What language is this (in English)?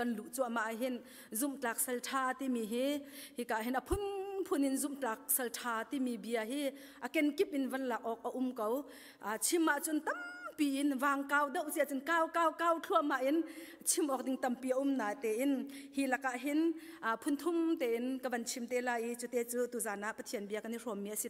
Hakha Chin